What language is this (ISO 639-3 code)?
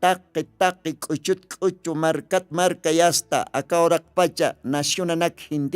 aym